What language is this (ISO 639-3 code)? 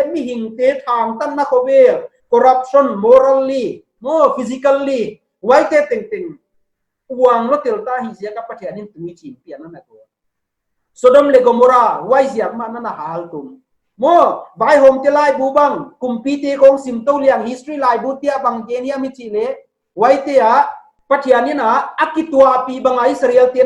pck